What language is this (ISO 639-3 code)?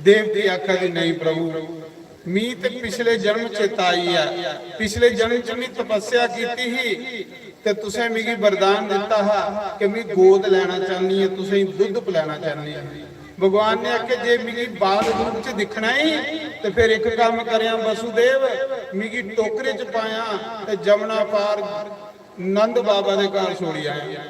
doi